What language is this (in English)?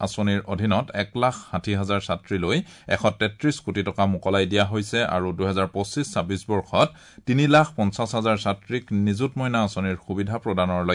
Assamese